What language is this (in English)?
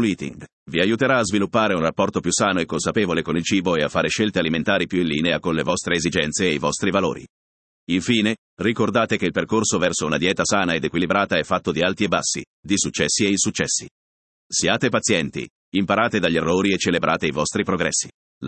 Italian